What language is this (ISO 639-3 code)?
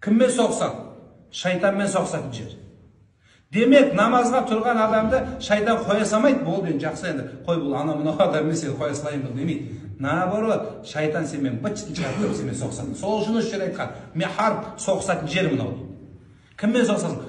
kaz